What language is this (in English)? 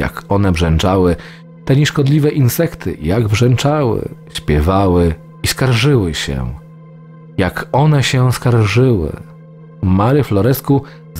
Polish